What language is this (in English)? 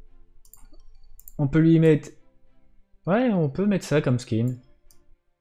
French